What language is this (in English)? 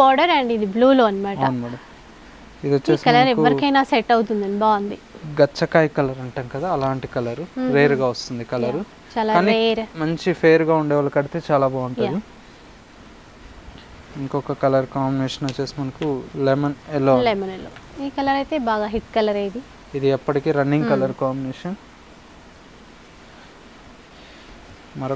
Telugu